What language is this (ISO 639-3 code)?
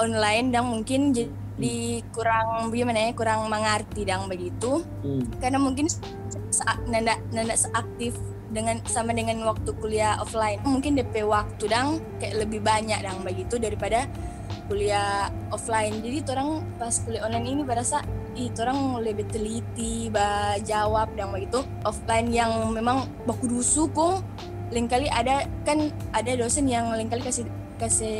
xmm